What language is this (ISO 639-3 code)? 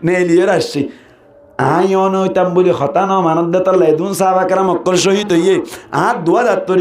rhg